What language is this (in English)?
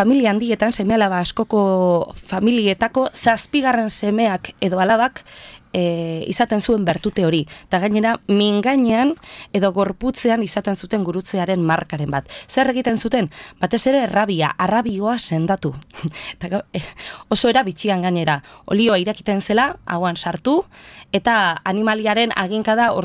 Basque